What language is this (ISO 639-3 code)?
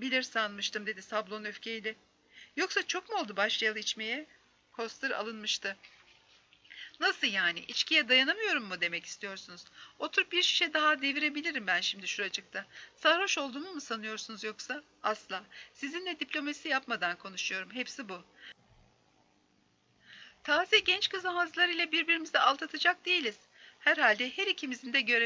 tur